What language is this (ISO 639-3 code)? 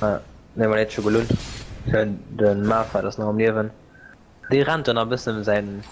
ltz